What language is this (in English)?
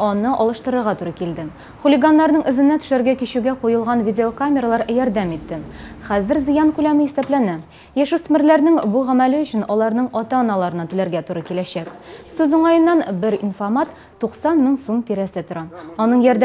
Tatar